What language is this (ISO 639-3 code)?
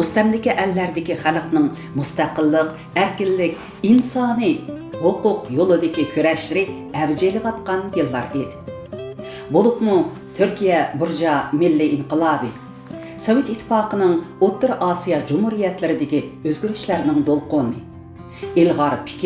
uig